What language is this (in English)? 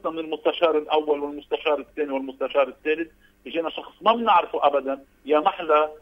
North Levantine Arabic